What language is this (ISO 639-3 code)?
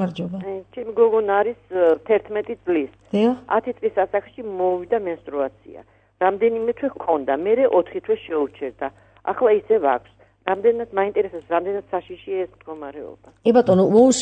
kat